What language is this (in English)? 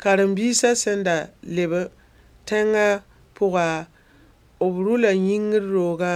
Mossi